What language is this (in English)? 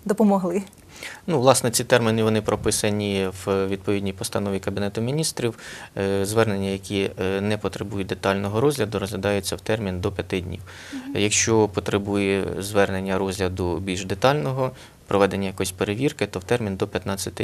Ukrainian